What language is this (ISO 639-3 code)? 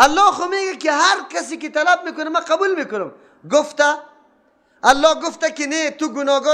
fas